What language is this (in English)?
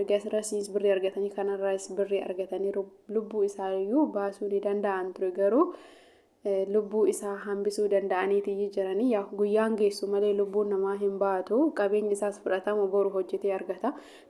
Oromo